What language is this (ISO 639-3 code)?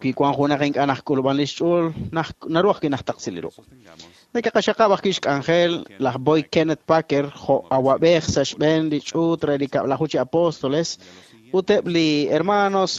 kek